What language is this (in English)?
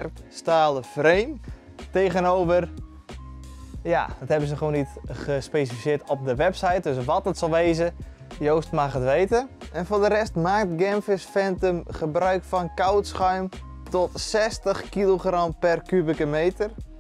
Dutch